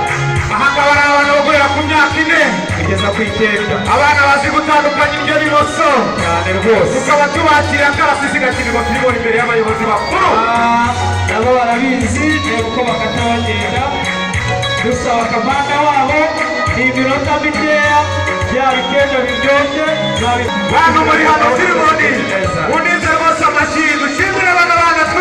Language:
Kinyarwanda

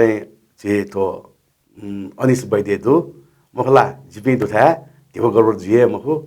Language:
Newari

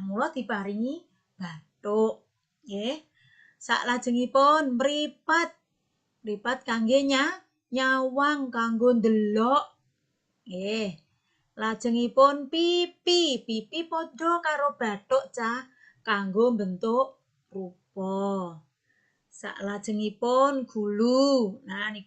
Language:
Javanese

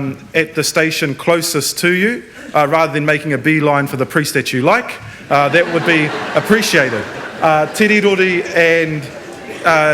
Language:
Māori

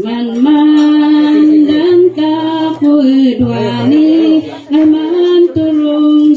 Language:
Kankanaey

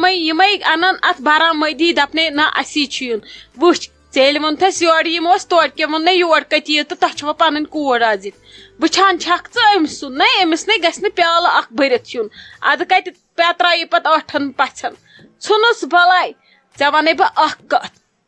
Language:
Kashmiri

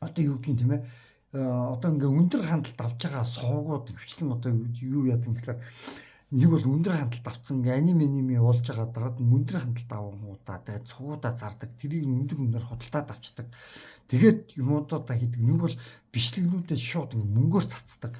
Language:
Mongolian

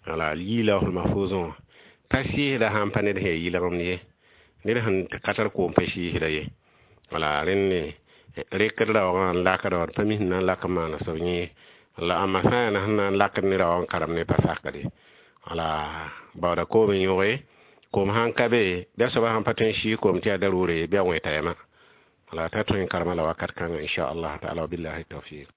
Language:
Mossi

